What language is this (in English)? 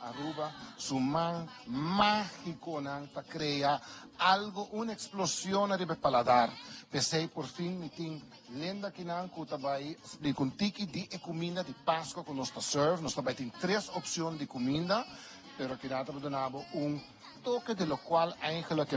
Papiamento